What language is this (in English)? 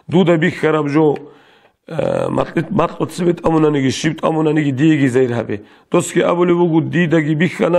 Avaric